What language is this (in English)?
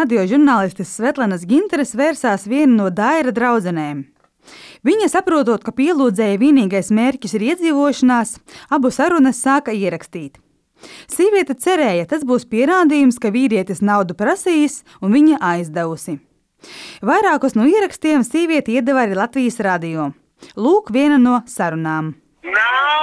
Latvian